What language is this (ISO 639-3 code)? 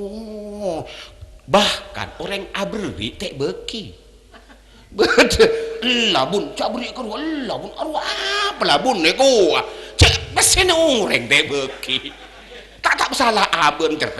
mad